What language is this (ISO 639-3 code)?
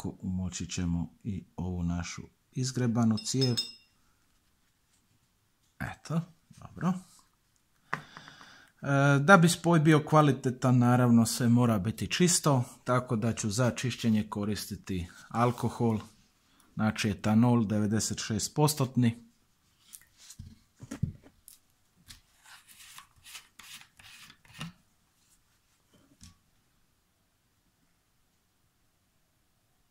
hrv